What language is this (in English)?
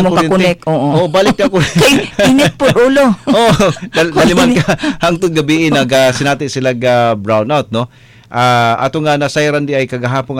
Cebuano